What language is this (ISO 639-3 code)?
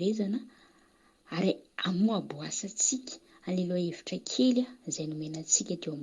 mlg